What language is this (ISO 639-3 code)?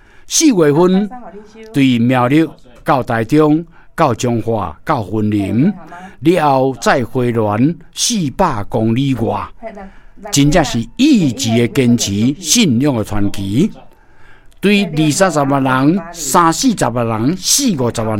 nan